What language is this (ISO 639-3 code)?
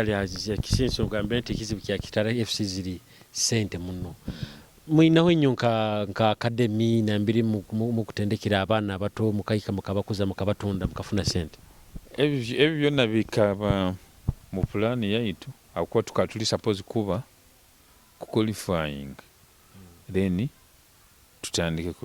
nyo